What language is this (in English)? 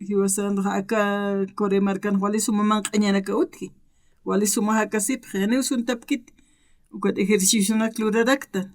Aymara